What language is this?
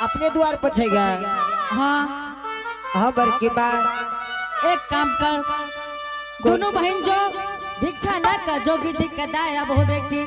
Angika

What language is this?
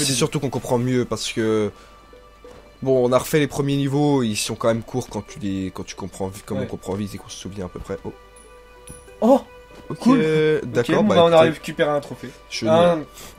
French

